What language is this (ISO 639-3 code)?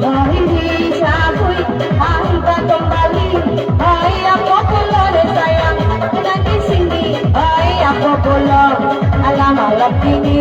min